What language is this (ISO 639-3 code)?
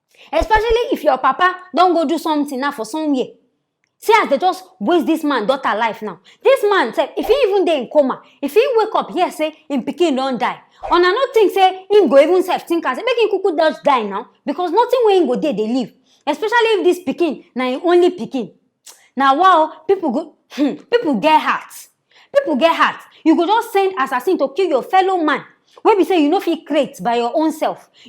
pcm